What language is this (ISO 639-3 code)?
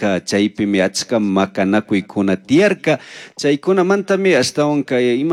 qug